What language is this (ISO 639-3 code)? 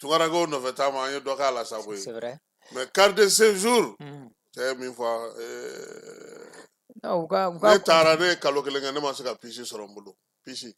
bam